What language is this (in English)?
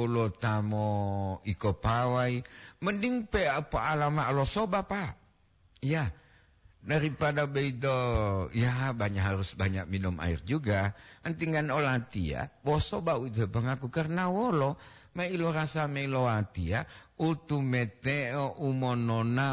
Gorontalo